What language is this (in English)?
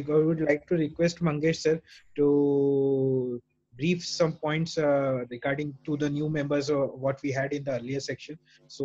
English